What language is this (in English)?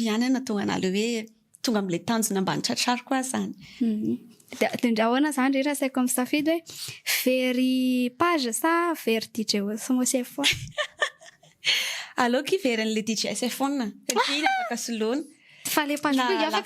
Malagasy